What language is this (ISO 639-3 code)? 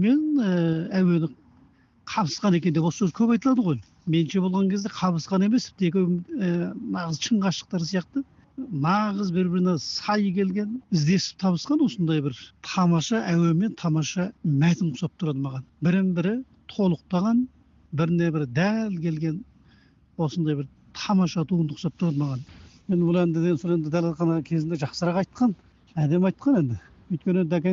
kaz